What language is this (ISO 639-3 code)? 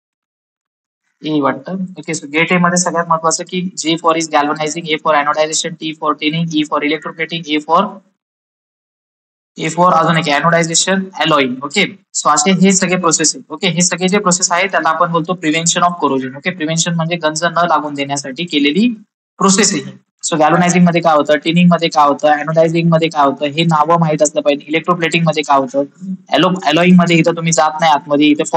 mar